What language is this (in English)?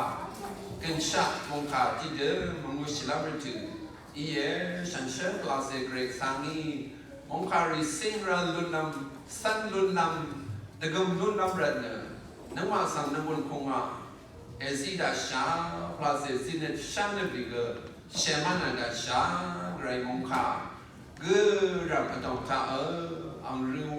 Rawang